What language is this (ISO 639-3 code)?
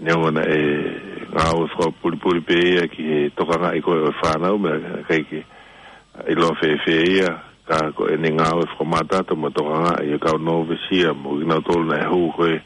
ton